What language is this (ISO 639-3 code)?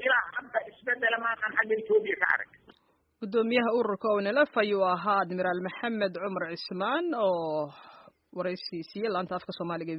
som